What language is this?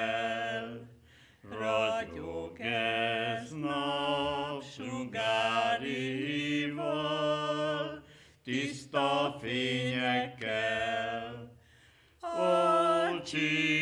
Hungarian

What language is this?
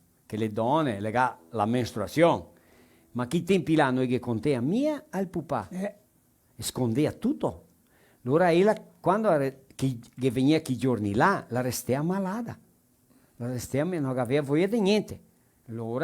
Venetian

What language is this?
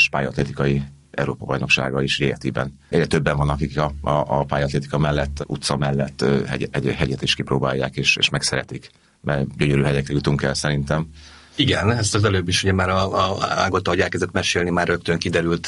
Hungarian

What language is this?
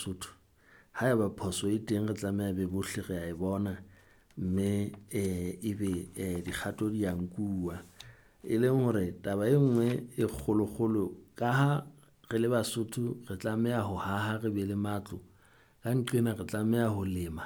Southern Sotho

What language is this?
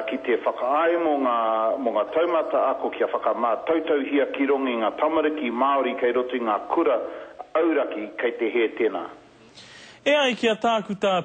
Māori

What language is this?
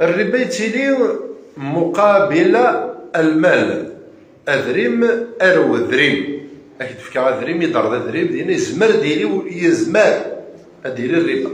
Kabyle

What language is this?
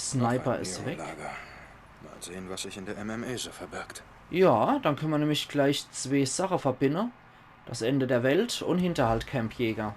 Palatine German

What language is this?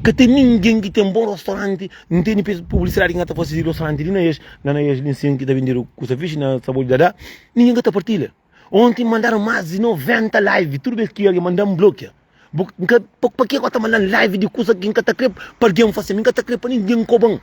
Kabuverdianu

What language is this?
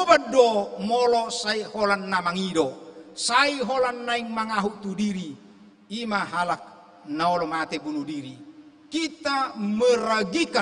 Batak Toba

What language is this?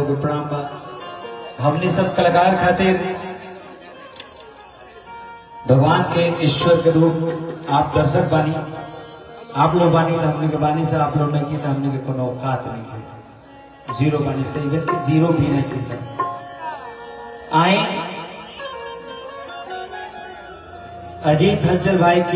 Bhojpuri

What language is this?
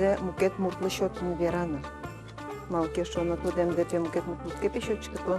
Udmurt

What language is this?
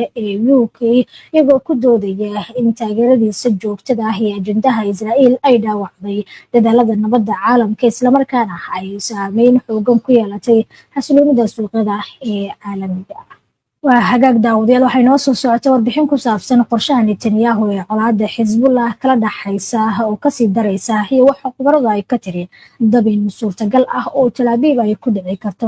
Somali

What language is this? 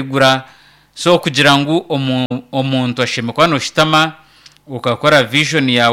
Nyankole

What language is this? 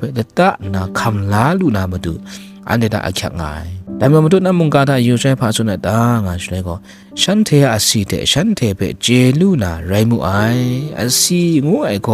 Kachin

